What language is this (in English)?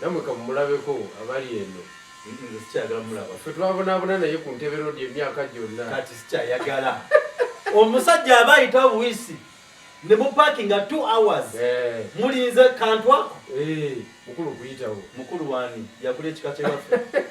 Ganda